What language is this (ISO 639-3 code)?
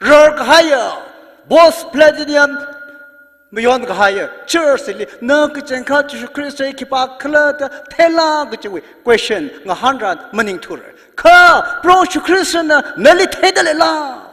nmf